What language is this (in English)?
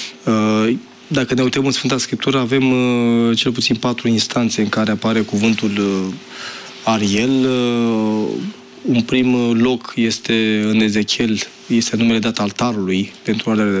Romanian